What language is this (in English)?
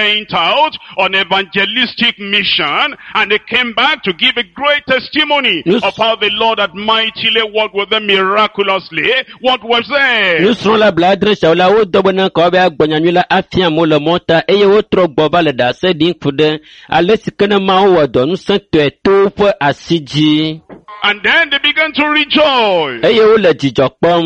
Ewe